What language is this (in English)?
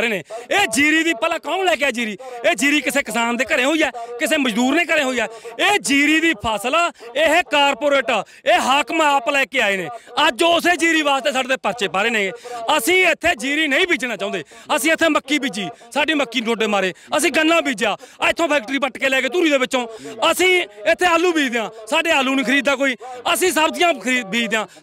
Punjabi